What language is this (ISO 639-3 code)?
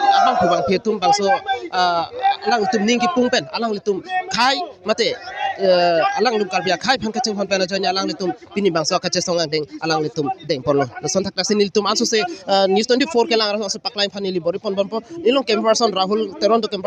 mjw